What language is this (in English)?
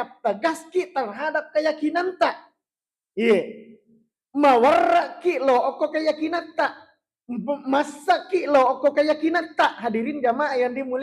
Buginese